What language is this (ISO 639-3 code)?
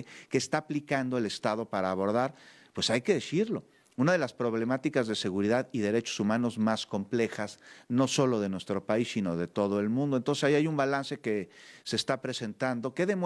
spa